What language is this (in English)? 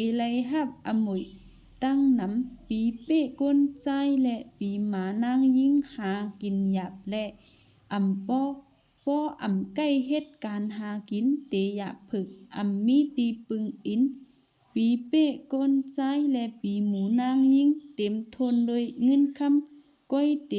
Shan